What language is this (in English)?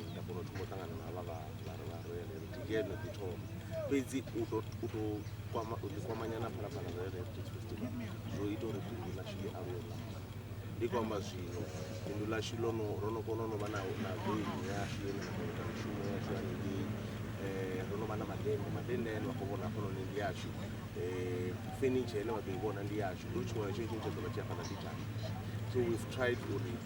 Venda